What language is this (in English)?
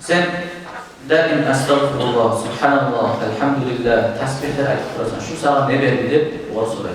Kumyk